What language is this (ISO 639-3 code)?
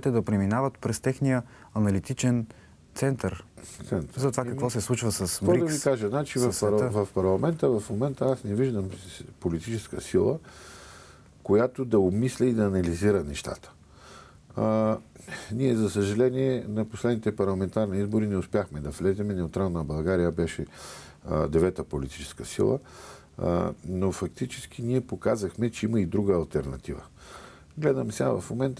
bul